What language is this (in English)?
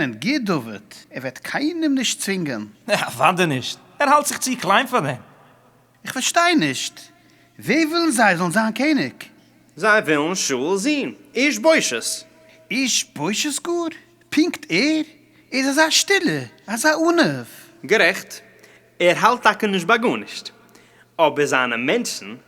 Yiddish